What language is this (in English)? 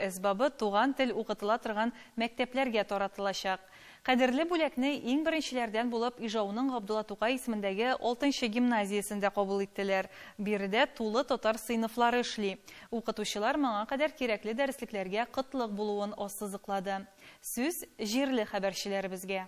Tatar